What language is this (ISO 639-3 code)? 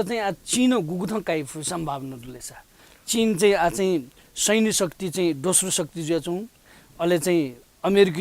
new